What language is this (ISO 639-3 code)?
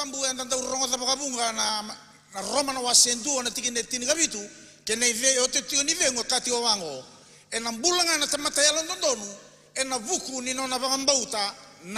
fij